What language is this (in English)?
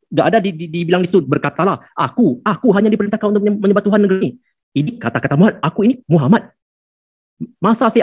Indonesian